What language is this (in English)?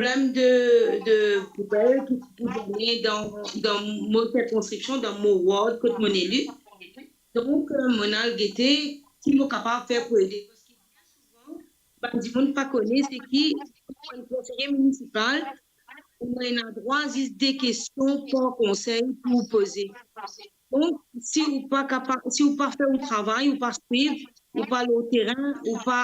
Morisyen